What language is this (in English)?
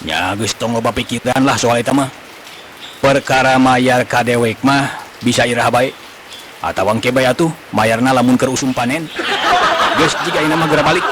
Sundanese